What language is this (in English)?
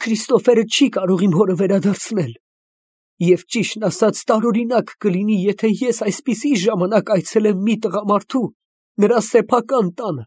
Armenian